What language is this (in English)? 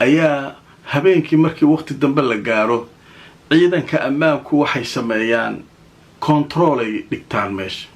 Somali